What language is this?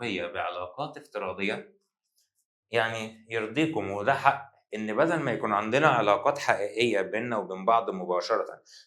Egyptian Arabic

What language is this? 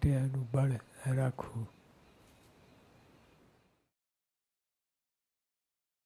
Gujarati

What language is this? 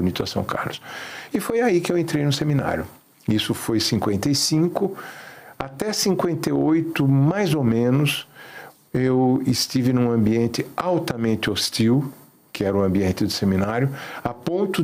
Portuguese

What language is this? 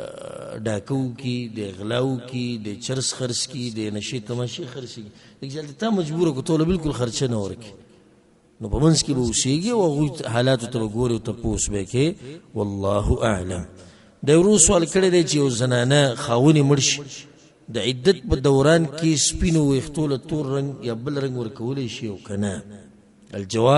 Pashto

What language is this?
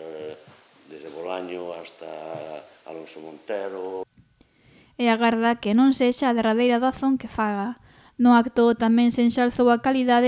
Galician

